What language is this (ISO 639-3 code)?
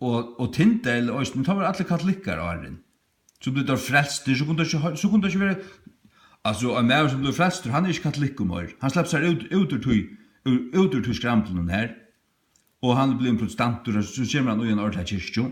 fao